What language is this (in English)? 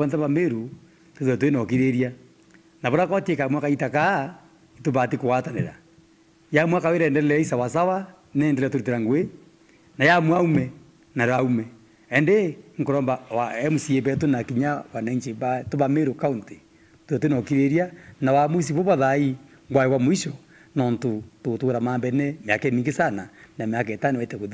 Meru